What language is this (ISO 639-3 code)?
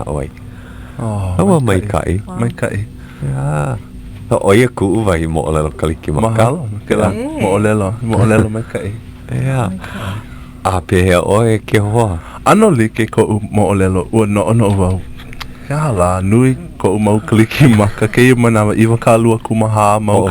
haw